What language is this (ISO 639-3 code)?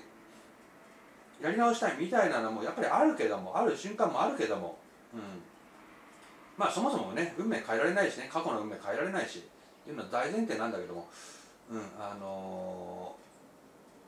jpn